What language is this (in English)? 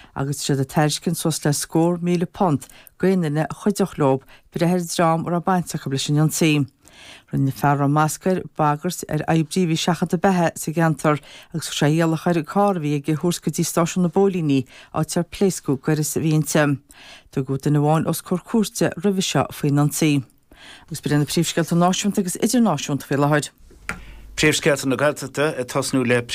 Irish